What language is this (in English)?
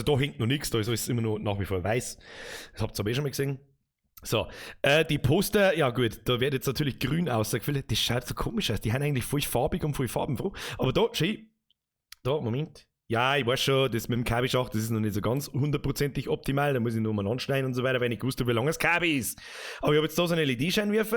Bavarian